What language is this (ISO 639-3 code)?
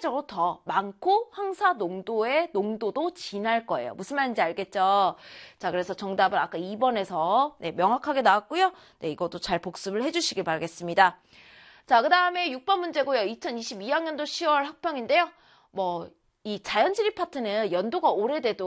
kor